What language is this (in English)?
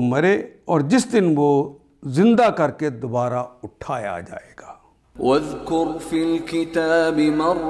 Urdu